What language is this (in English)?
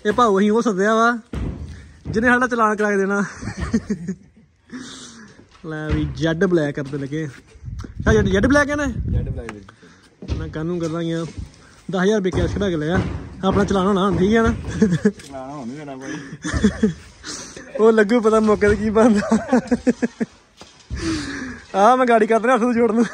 Punjabi